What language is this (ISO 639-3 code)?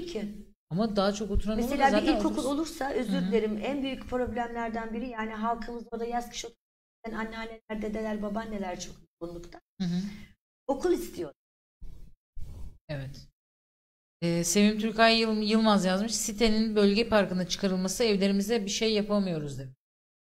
tur